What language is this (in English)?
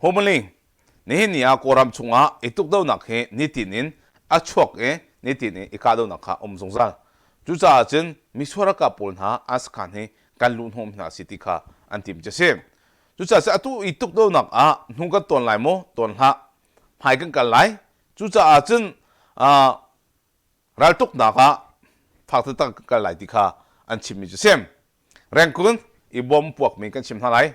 Hakha Chin